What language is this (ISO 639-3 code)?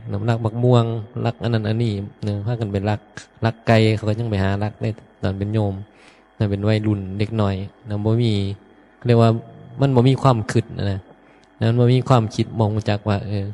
tts